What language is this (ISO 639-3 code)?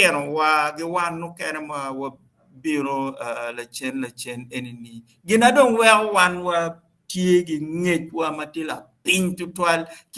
ach